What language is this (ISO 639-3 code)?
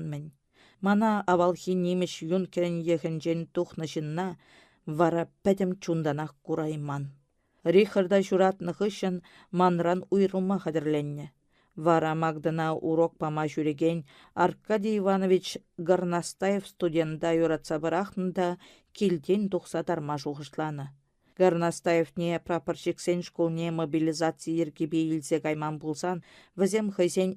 chv